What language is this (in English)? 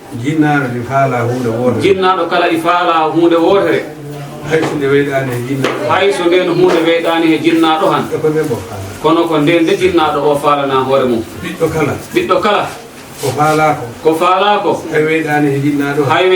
Fula